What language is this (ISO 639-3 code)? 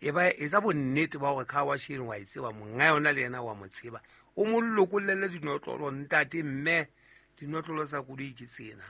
sot